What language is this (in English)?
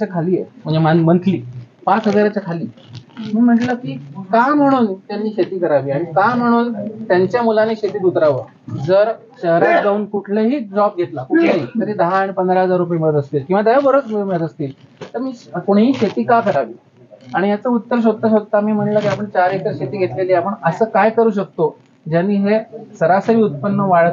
Marathi